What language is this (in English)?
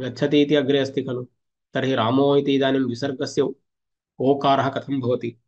Sanskrit